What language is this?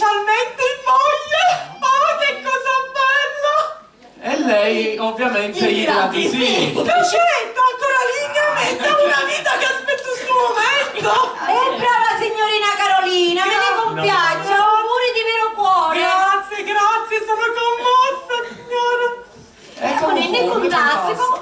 Sicilian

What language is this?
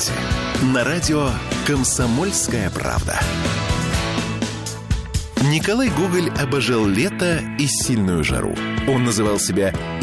Russian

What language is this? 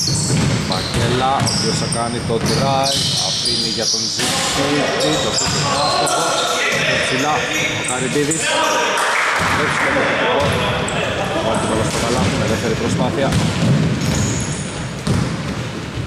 Greek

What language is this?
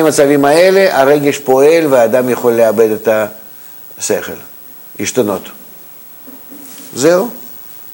Hebrew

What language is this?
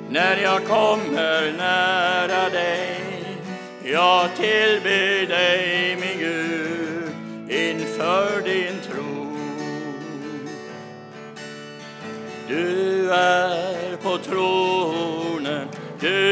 Swedish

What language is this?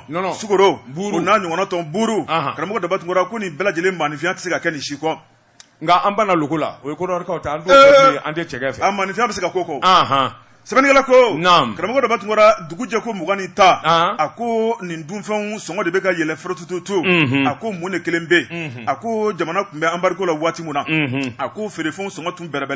Bambara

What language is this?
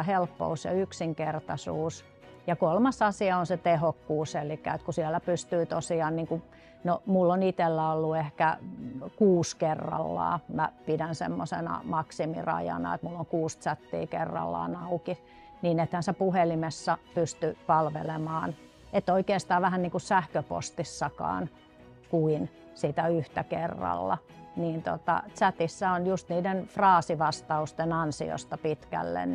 Finnish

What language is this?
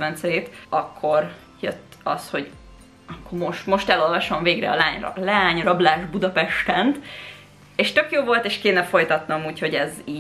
Hungarian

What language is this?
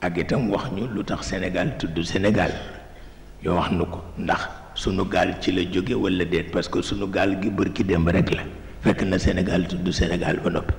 Wolof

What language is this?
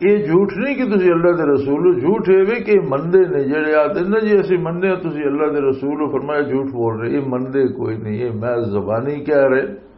Western Panjabi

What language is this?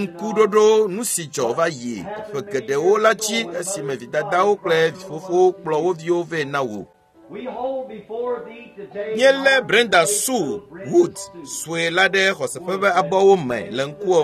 Ewe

